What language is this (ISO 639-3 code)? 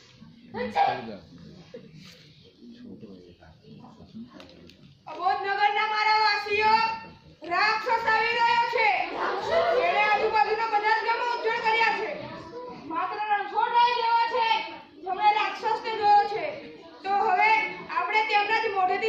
guj